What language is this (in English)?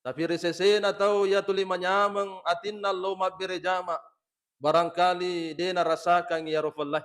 Buginese